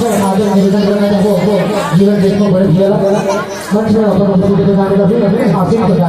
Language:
Chhattisgarhi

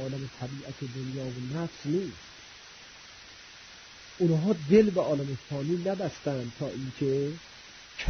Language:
Persian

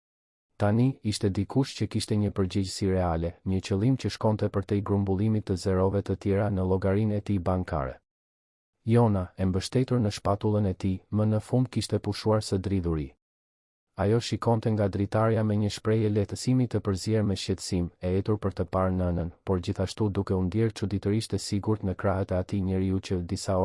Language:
Albanian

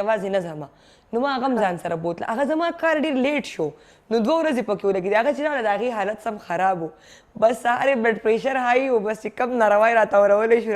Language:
Pashto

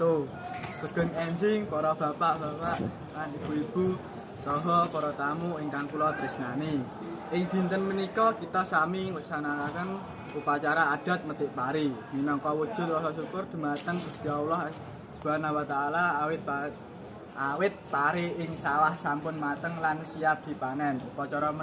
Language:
Javanese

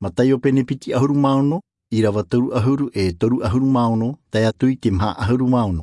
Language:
Tahitian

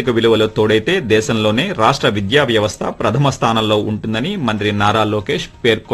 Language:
Telugu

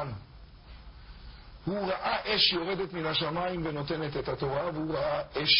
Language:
Hebrew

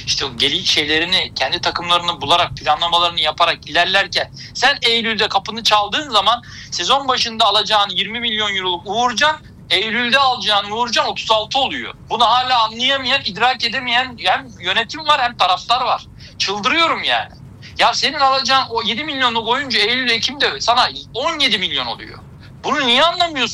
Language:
Turkish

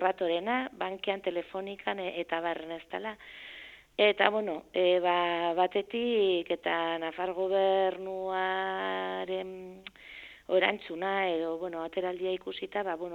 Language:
Basque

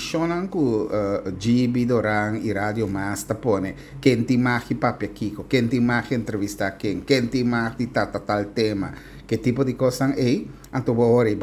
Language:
Papiamento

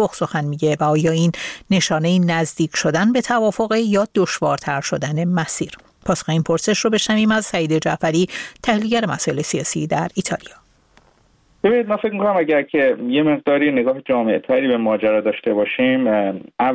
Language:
Persian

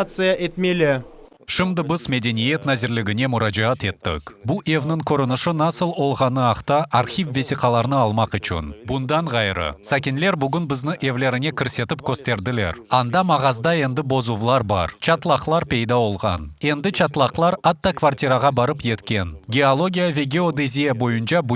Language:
Crimean Tatar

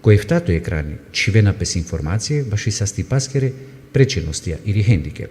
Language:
Balkan Romani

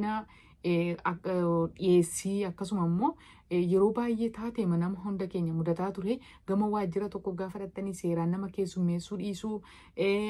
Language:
Oromo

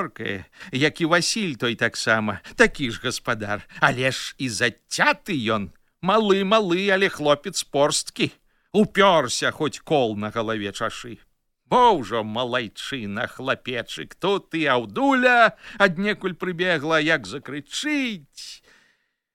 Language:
Belarusian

